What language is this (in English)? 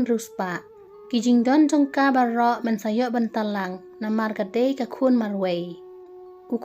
Khasi